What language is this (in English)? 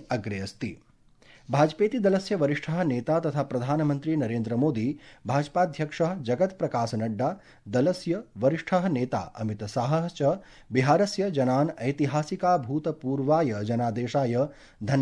Sanskrit